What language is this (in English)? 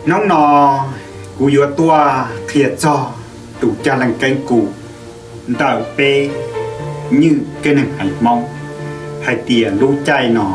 Hmong